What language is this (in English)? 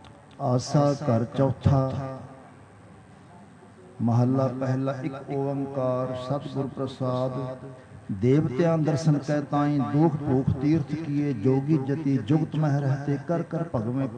Punjabi